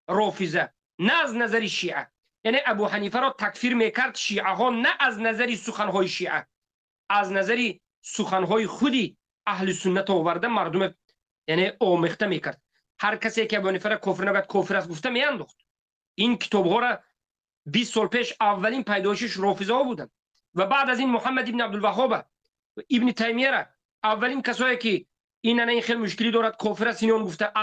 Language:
Tajik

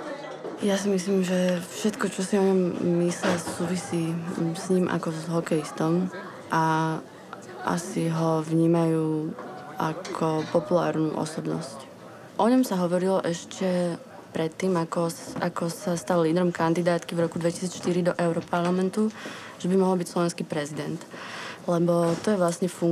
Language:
Slovak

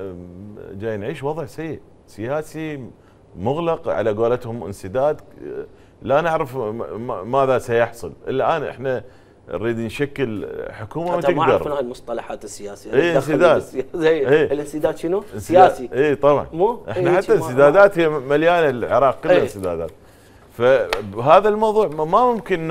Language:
Mesopotamian Arabic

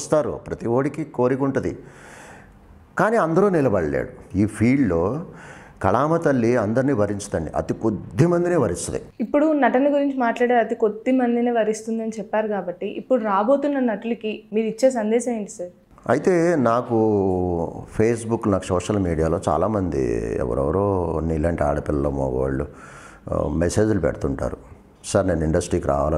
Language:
Telugu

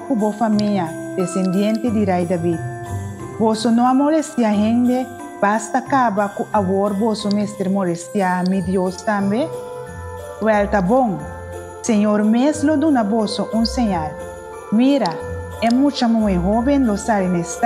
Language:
Papiamento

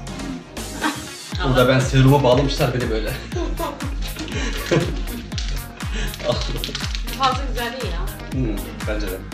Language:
Turkish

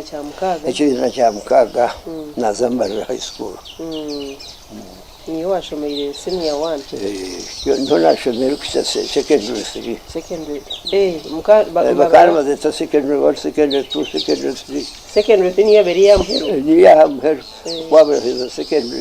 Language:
Nyankole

